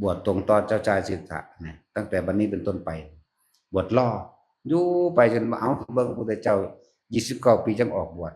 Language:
Northeastern Thai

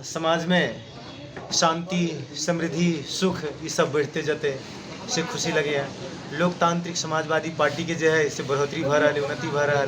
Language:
Magahi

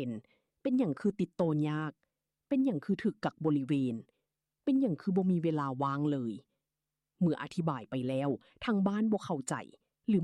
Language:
Lao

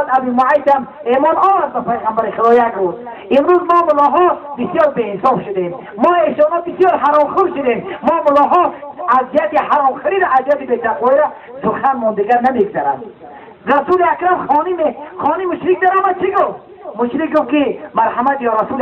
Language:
Tajik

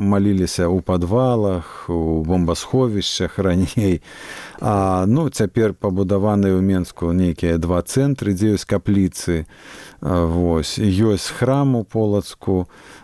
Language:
Belarusian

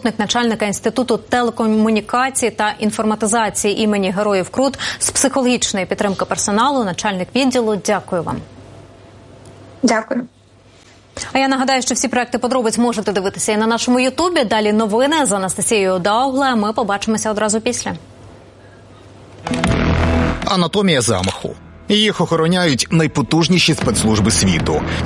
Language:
Ukrainian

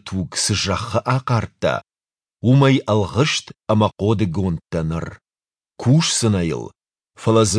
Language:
Ossetic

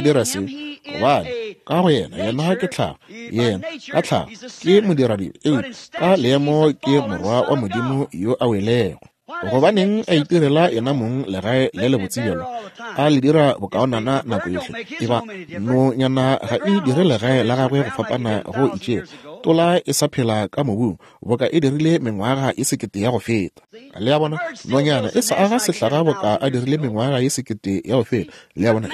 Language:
Northern Sotho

